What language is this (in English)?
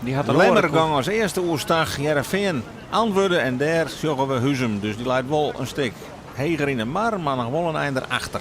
Western Frisian